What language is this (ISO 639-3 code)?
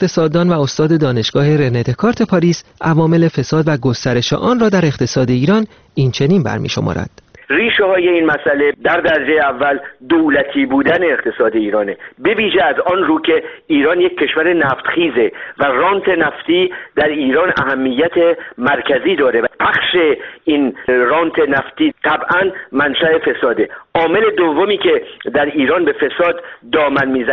fas